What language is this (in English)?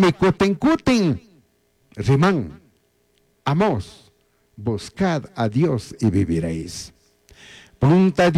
Chimborazo Highland Quichua